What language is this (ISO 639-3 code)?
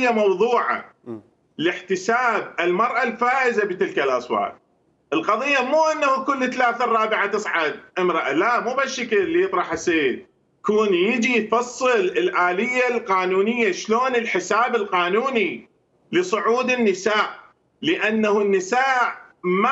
acm